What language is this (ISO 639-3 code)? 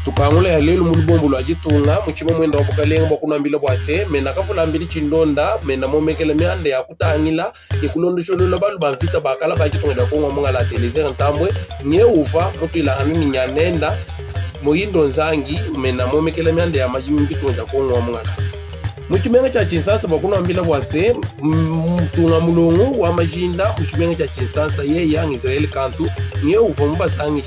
lua